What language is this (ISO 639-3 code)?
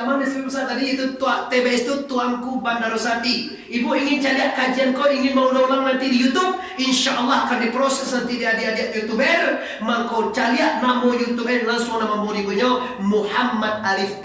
min